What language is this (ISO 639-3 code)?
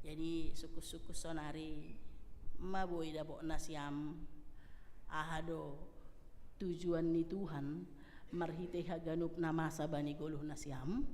bts